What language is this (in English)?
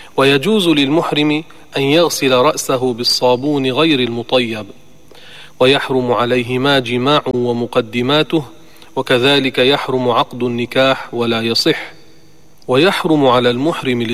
Arabic